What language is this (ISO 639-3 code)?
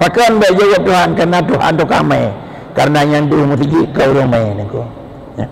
ace